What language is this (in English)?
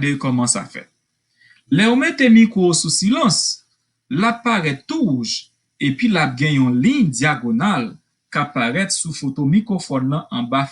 Haitian Creole